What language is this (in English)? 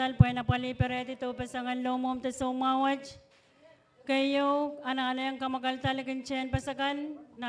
Pohnpeian